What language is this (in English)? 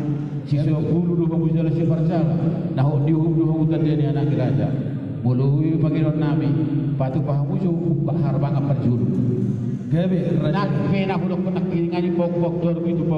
Batak Toba